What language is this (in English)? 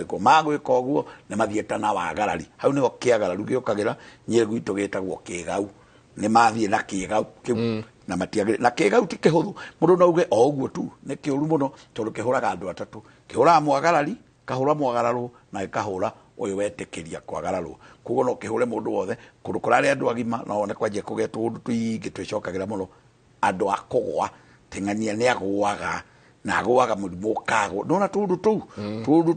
Kikuyu